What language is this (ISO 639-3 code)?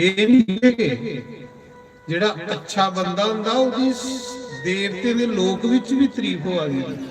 doi